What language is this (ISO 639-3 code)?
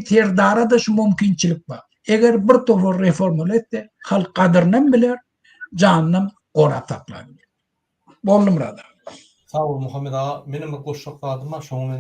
tuk